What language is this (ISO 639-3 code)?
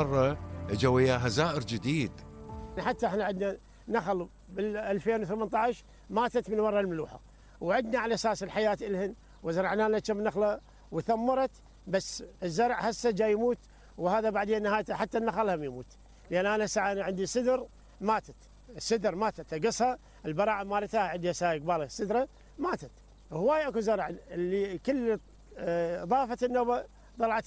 acm